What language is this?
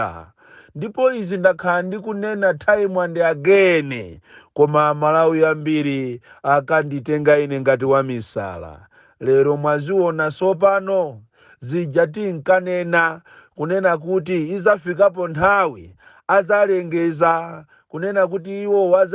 Nyanja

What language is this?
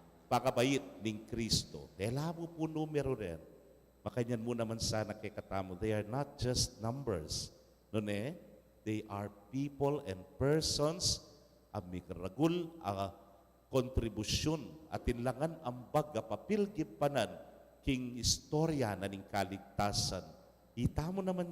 Pampanga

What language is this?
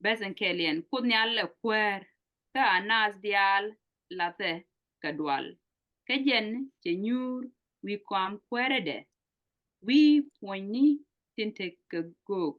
Nuer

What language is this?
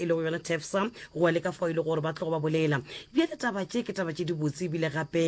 Northern Sotho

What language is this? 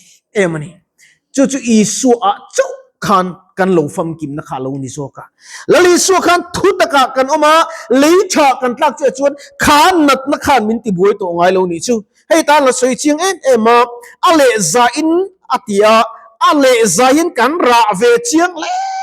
Mizo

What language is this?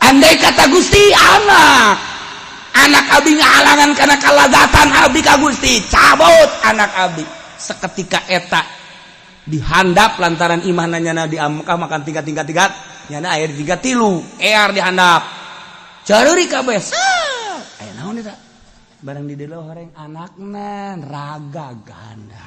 Sundanese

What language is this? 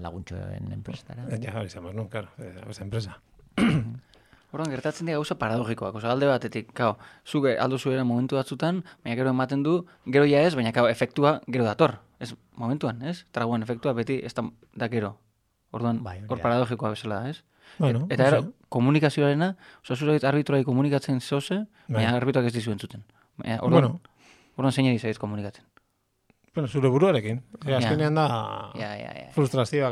Basque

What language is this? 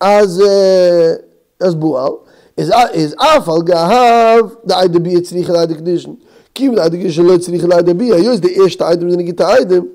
Yiddish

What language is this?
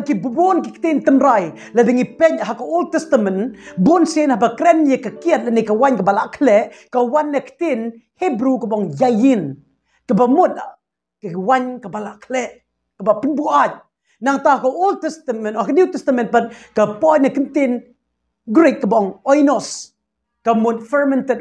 Khasi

